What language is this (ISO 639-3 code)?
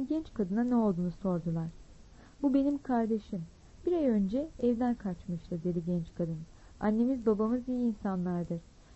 tur